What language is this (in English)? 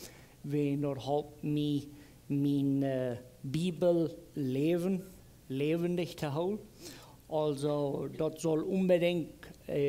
Plautdietsch